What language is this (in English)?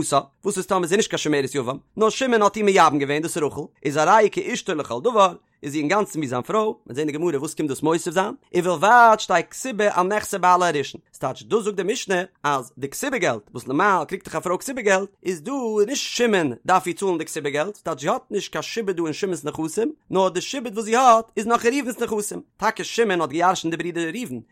Yiddish